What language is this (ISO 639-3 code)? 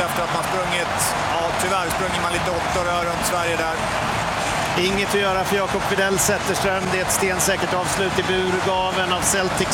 swe